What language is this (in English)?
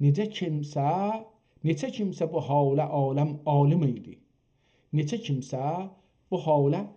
South Azerbaijani